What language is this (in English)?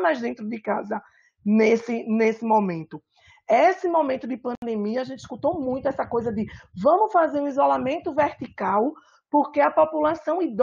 Portuguese